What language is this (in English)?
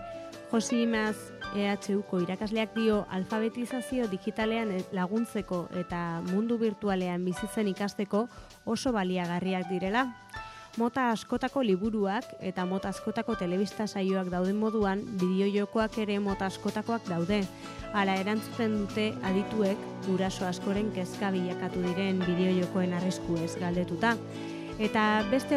Basque